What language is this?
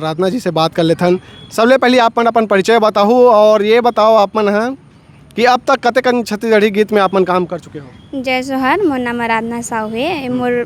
Chhattisgarhi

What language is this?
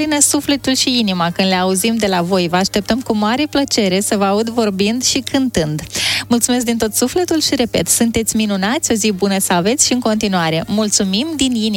Romanian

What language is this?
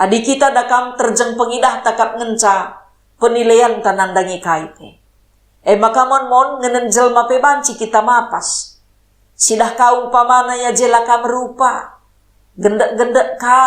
Batak Karo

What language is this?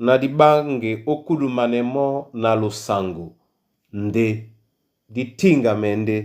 Duala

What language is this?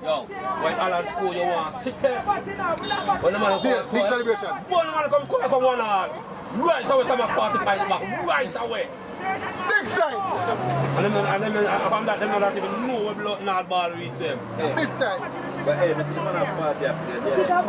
Jamaican Creole English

